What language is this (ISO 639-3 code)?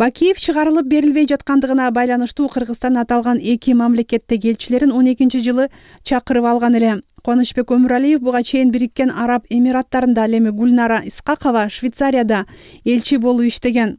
kir